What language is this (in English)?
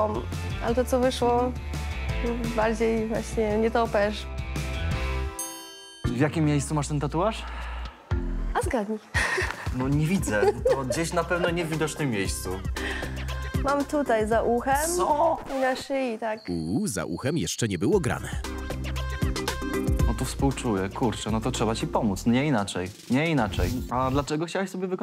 Polish